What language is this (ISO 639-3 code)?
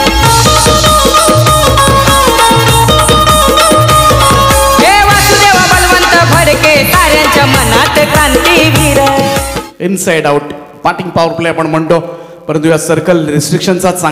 mar